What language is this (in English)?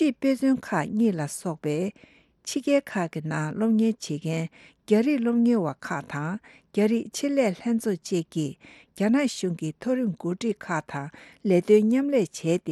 Tibetan